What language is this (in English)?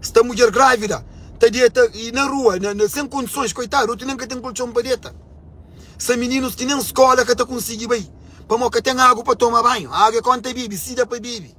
Kabuverdianu